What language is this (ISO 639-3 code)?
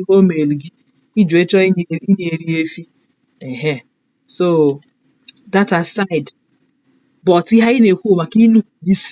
ibo